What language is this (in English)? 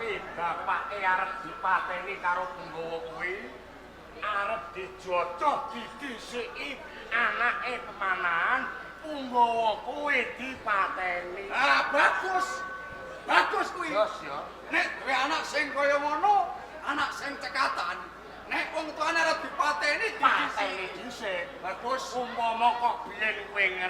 Javanese